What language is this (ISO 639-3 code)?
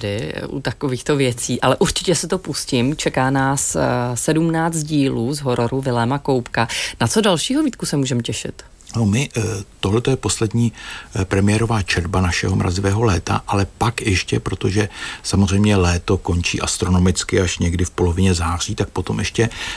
ces